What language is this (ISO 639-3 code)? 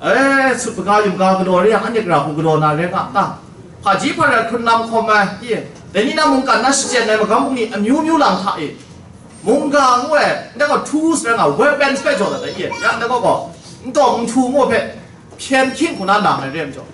kac